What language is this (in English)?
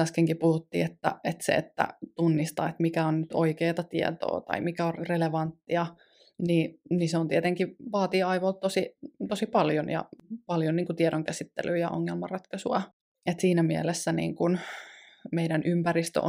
Finnish